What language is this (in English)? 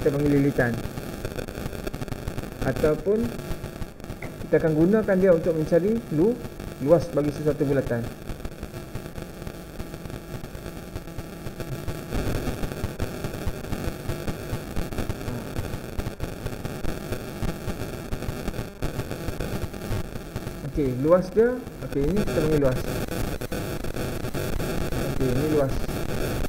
Malay